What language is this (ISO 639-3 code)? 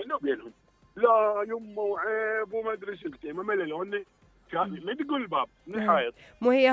acm